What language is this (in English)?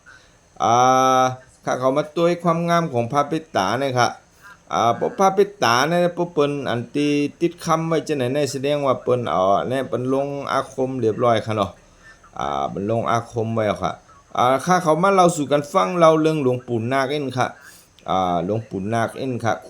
Shan